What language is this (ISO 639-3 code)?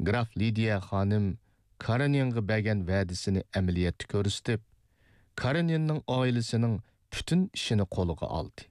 uig